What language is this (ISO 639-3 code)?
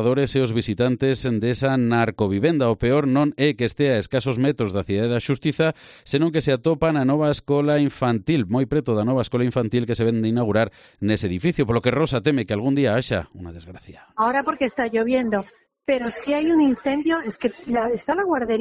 glg